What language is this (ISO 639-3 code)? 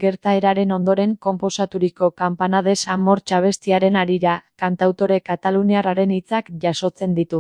eus